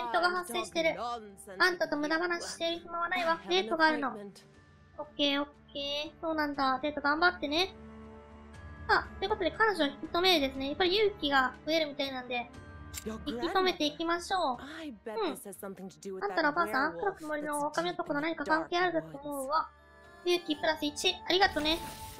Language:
Japanese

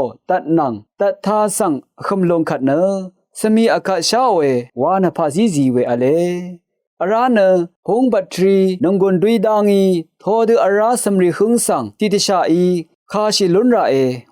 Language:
Rawang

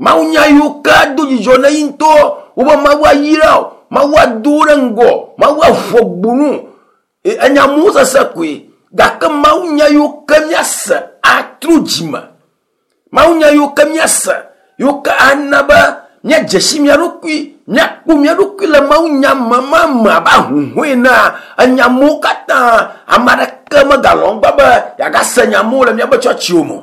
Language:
Ewe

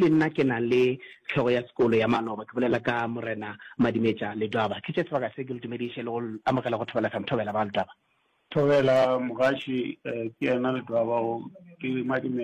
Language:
Northern Sotho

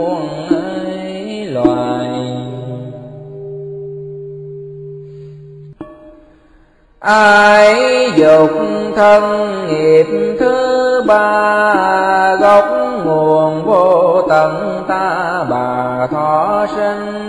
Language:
Vietnamese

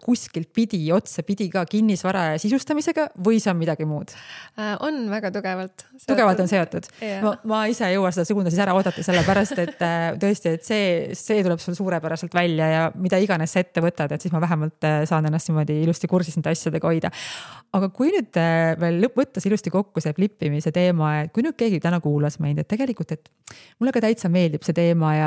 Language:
Estonian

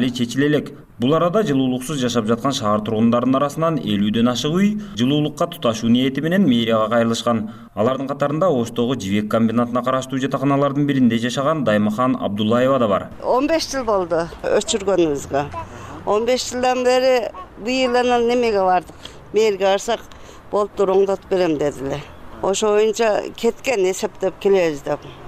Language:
Kyrgyz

